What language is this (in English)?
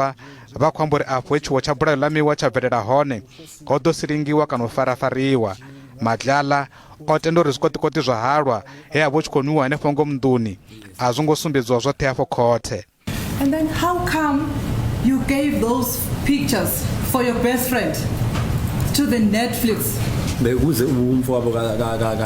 Venda